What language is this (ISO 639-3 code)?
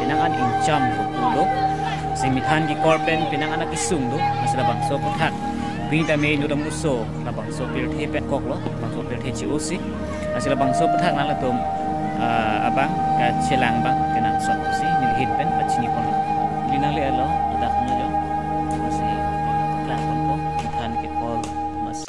mjw